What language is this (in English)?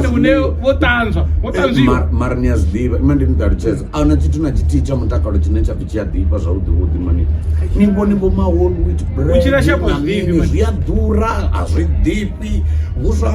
Venda